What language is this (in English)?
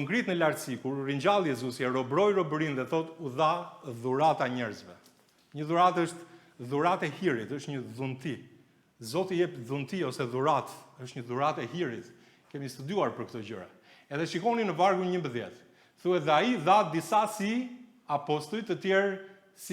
Albanian